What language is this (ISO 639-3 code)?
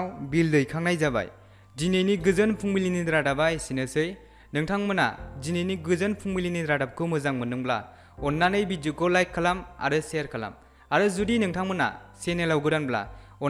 brx